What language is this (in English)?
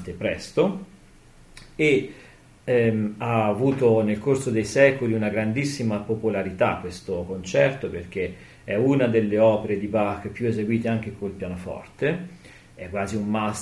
Italian